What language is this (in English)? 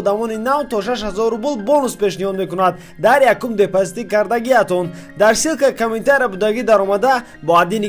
Tajik